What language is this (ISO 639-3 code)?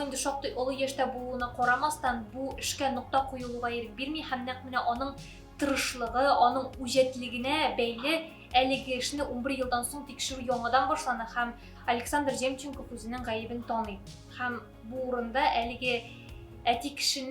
tat